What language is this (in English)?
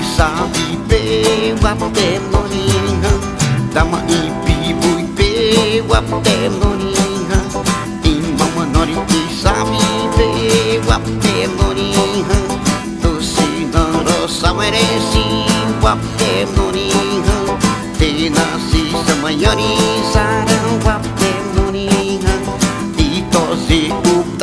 Xavánte